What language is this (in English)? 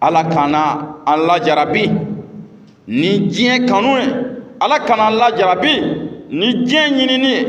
Bambara